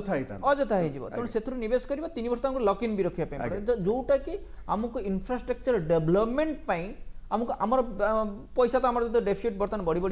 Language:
Odia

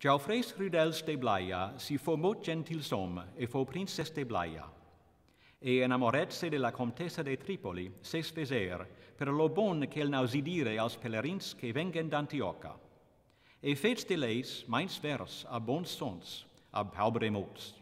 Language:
Occitan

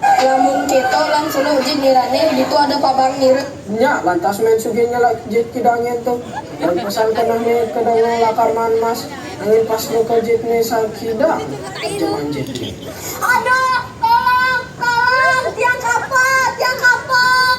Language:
Balinese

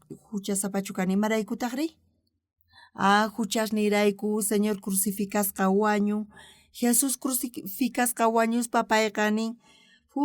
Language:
South Bolivian Quechua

